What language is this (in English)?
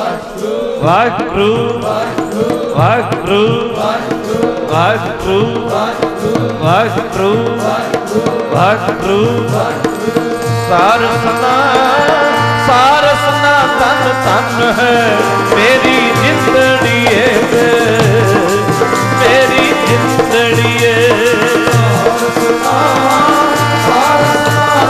Punjabi